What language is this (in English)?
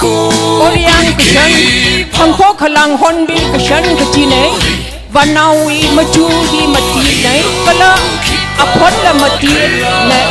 Tangkhul Naga (India)